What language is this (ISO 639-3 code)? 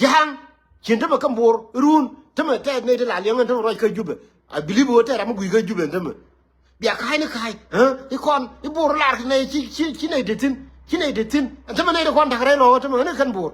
nus